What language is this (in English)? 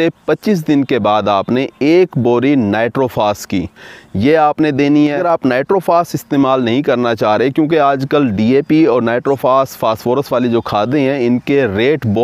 Hindi